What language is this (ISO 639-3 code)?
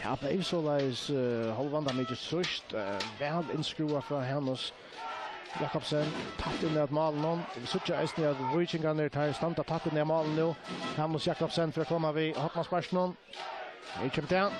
fao